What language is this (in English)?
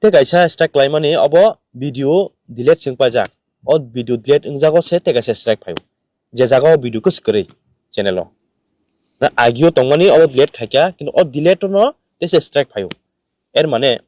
Kok Borok